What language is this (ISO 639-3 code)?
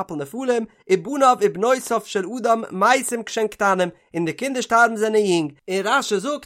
yid